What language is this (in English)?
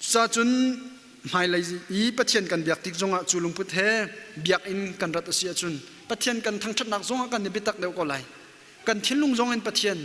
Hakha Chin